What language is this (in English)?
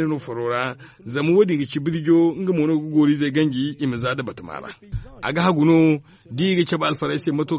Zarma